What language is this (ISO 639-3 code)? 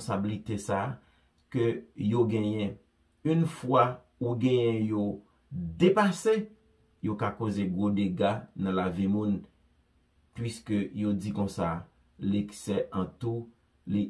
hat